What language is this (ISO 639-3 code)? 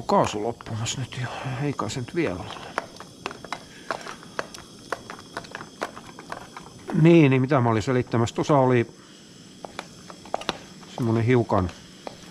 fin